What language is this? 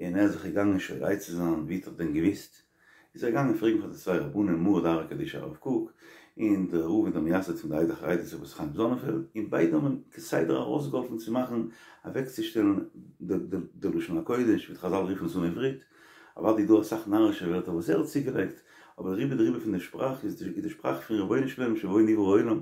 Yiddish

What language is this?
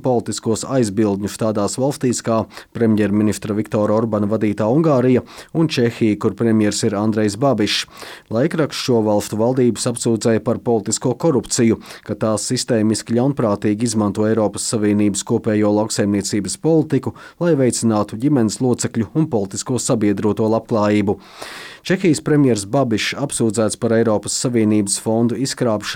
Latvian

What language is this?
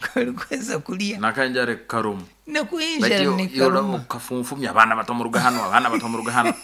Nyankole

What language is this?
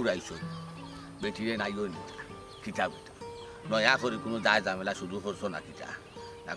Sylheti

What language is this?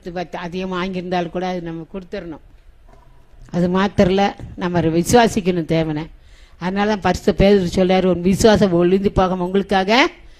Tamil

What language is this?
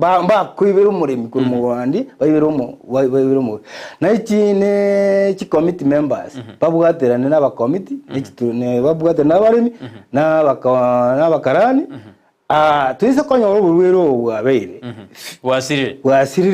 Gusii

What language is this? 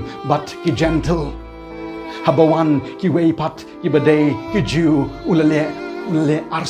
Khasi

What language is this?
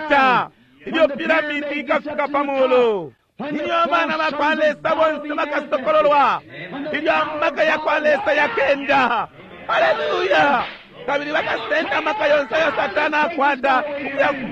Bemba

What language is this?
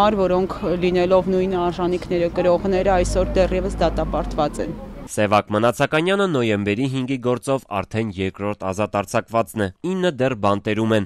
Armenian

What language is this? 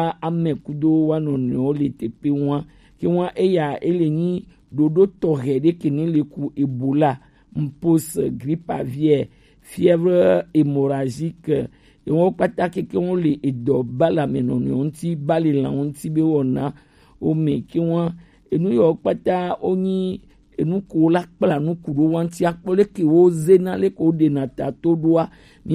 Gen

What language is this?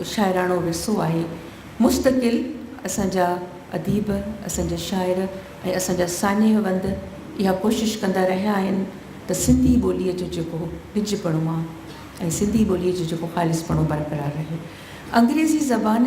Sindhi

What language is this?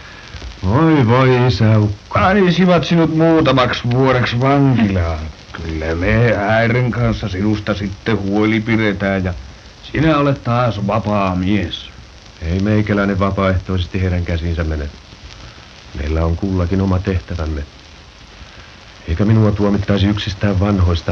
Finnish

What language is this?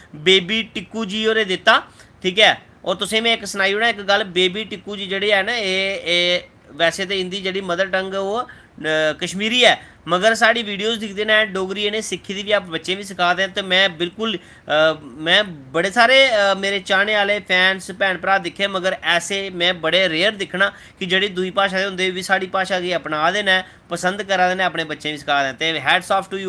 Dogri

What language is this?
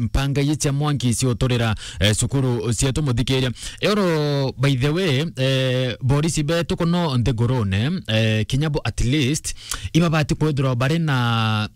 Meru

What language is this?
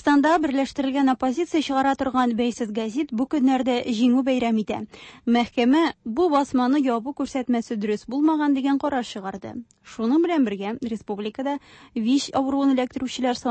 Tatar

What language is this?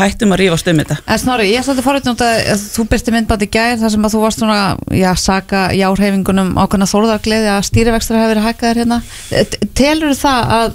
Icelandic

